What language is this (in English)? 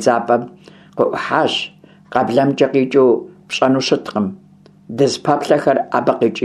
Kabardian